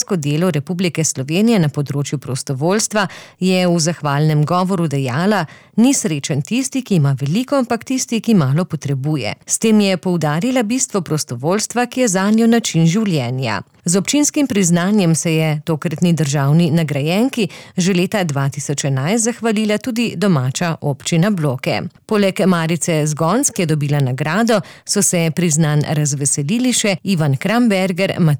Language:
Slovenian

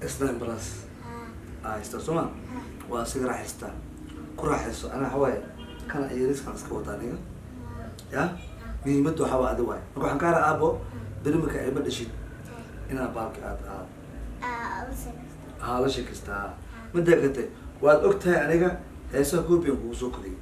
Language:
Somali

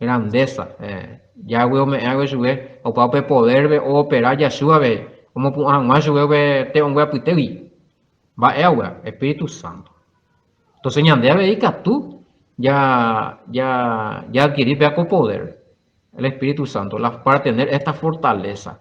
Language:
Guarani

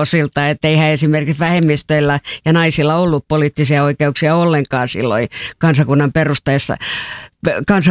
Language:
Finnish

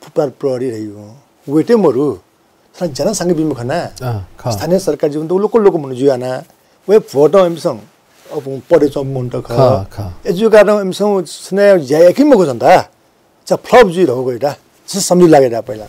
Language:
Newari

